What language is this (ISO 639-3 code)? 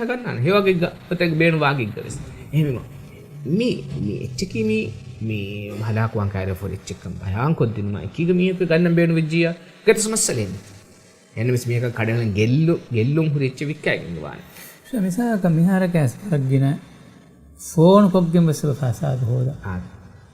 div